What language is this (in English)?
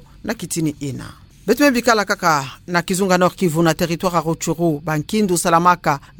Kituba (Democratic Republic of Congo)